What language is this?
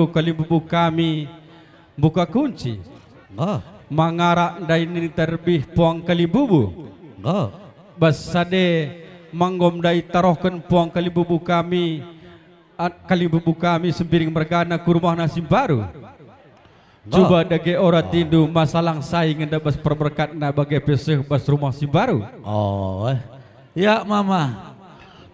Batak Karo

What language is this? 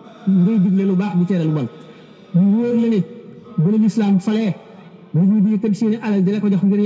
Wolof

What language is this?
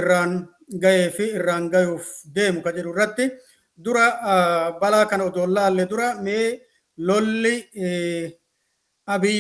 Oromo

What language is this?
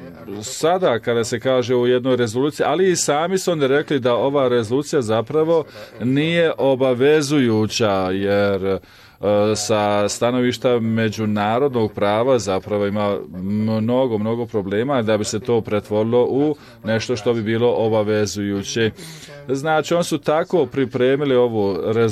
Bosnian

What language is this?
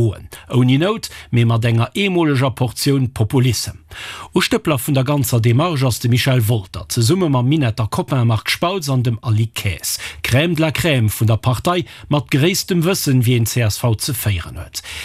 Luxembourgish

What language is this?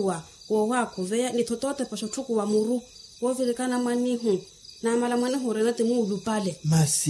Makhuwa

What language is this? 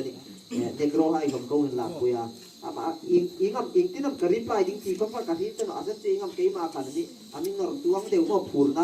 Hmar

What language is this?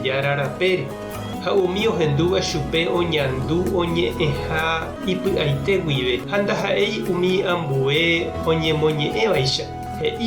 Guarani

